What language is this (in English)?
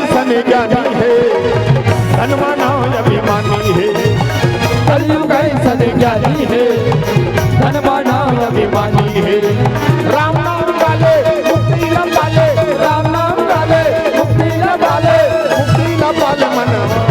Chhattisgarhi